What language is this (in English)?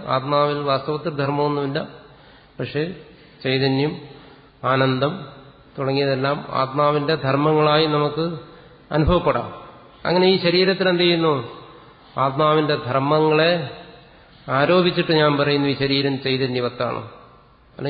Malayalam